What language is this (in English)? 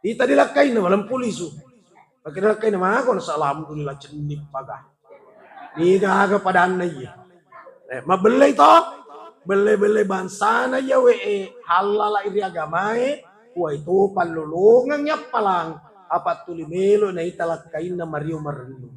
Buginese